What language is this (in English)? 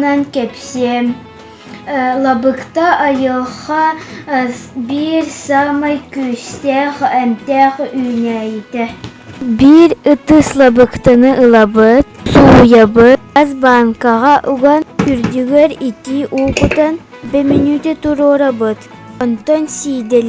Yakut